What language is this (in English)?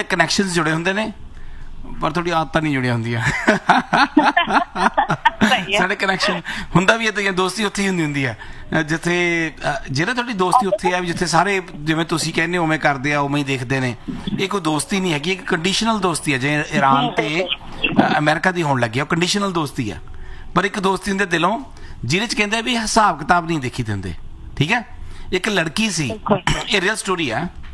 Punjabi